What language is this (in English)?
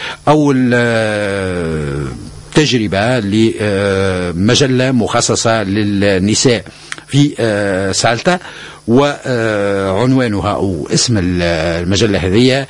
Tunisian Arabic